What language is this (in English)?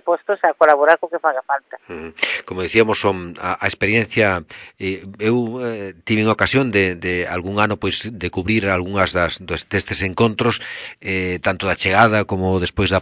Galician